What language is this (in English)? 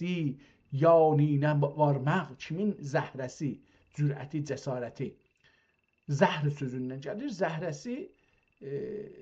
South Azerbaijani